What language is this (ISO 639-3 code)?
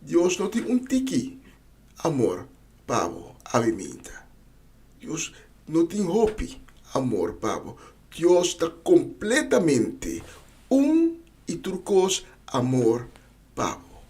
pap